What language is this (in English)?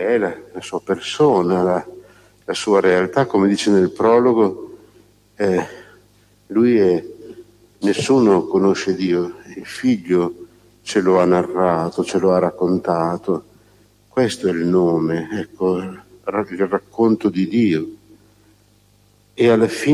Italian